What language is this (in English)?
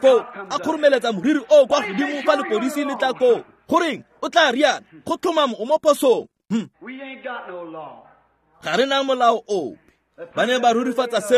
Tswana